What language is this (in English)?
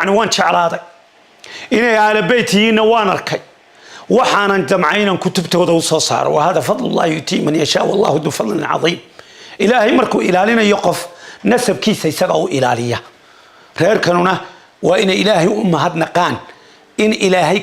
Somali